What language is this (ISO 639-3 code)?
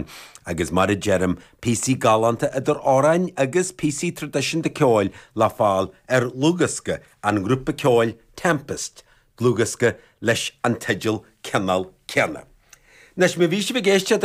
gle